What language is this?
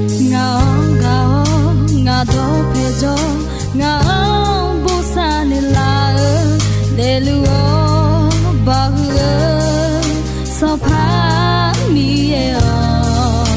Akha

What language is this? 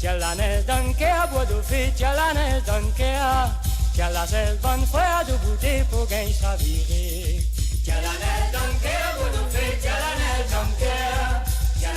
Morisyen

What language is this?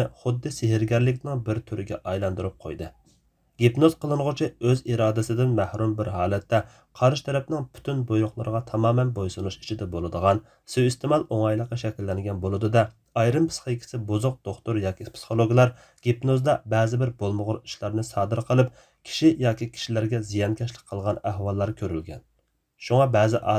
Uyghur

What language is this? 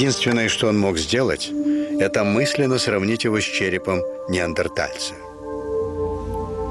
Russian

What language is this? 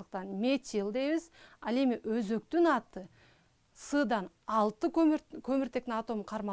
Kyrgyz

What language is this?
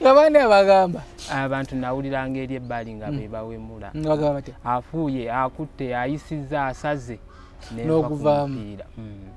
Ganda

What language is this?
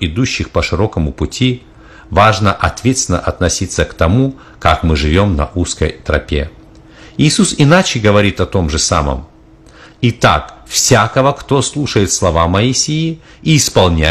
Russian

